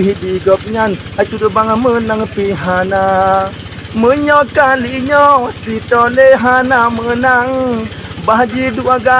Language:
Achinese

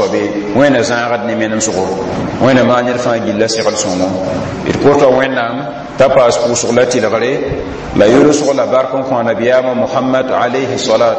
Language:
Mossi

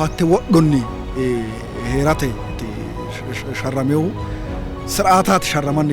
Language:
Sidamo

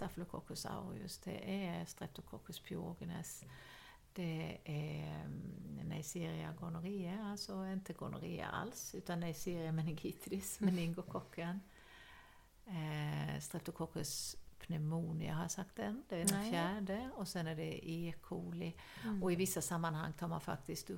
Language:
Swedish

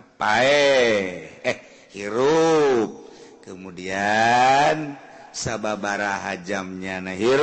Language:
Sundanese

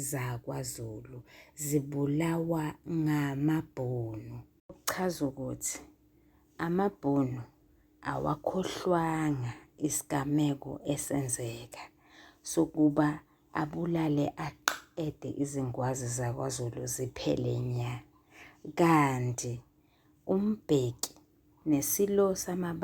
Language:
Zulu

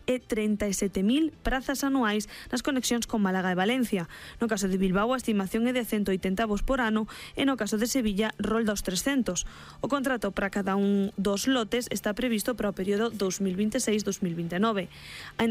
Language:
Galician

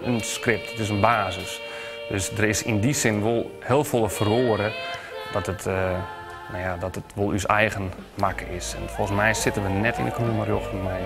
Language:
Western Frisian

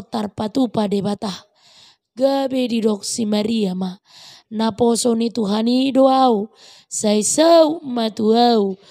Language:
Batak Toba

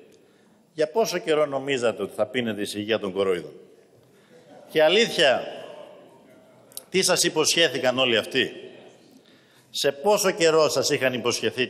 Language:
Greek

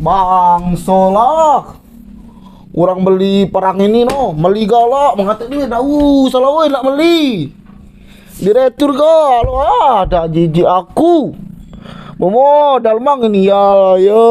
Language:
Musi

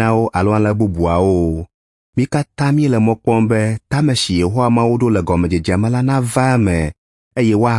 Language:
Ewe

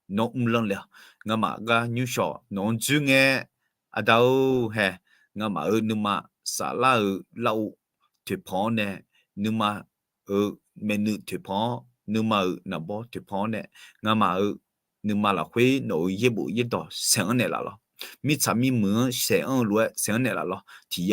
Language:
Akha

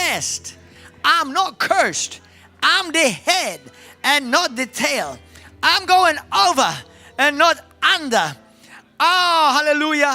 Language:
English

